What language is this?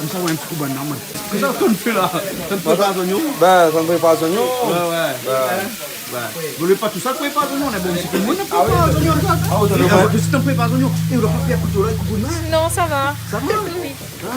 Réunion Creole French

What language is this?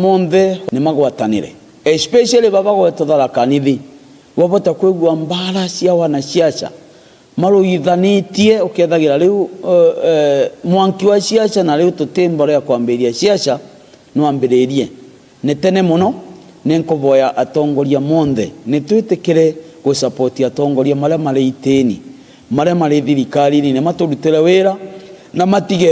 Meru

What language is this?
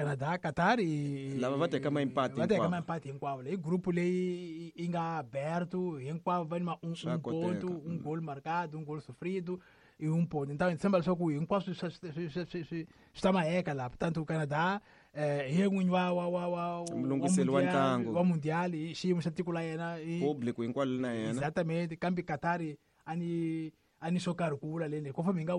Tsonga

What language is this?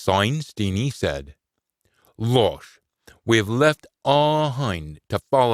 Scots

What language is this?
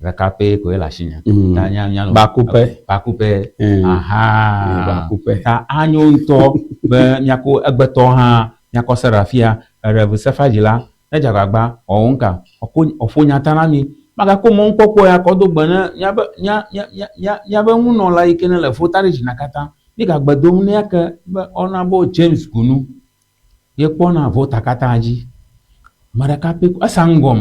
Ewe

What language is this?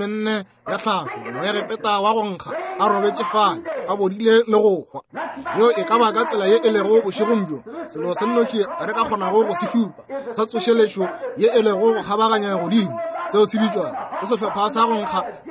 Northern Sotho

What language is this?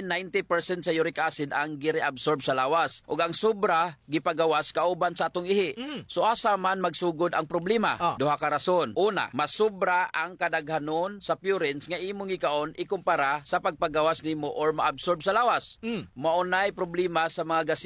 Cebuano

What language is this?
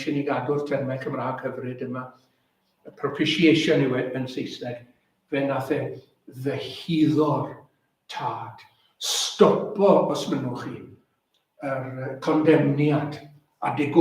Welsh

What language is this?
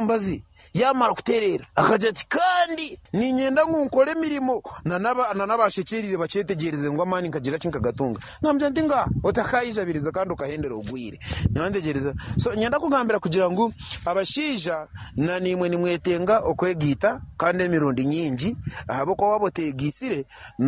Nyankole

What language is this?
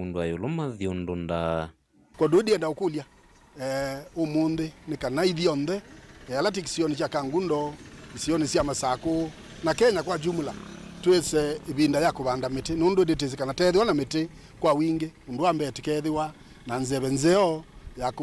Kamba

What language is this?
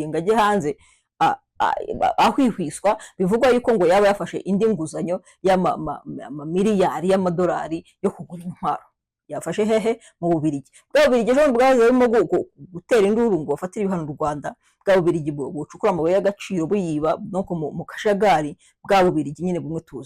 Kinyarwanda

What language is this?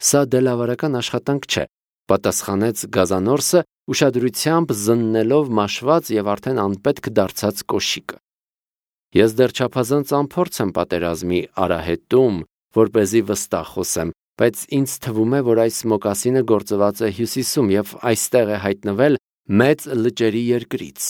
Armenian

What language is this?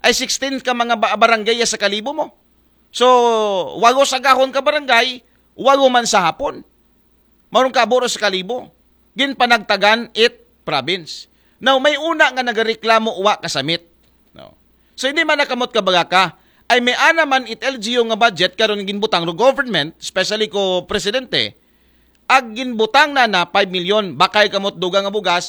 Aklanon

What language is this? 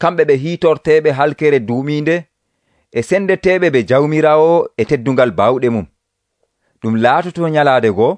Nigerian Fulfulde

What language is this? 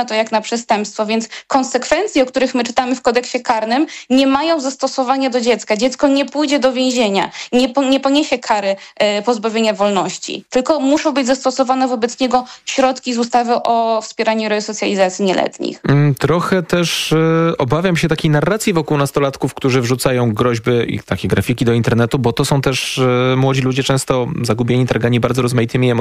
Polish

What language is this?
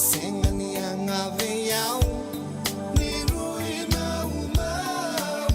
Fijian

